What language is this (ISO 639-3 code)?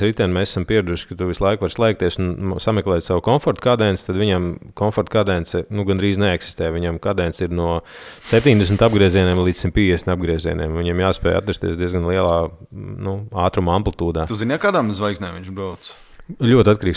lav